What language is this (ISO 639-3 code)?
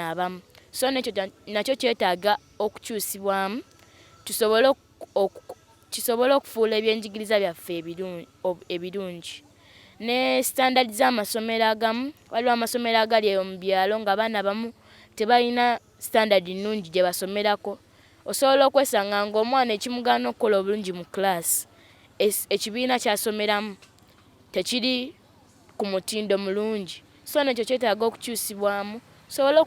lug